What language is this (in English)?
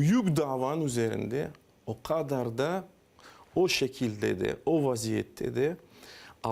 Crimean Tatar